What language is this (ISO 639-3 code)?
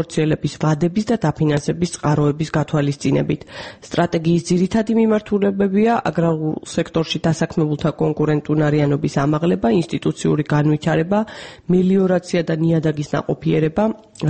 kat